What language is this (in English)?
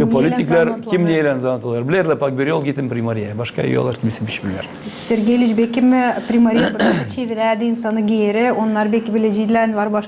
Gagauz